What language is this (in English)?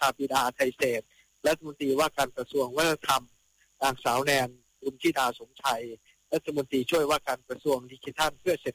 Thai